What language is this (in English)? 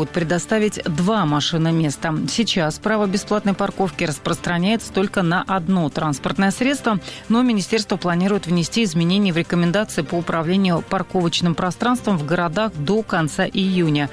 Russian